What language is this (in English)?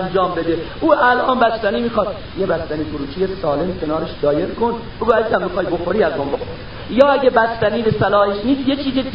Persian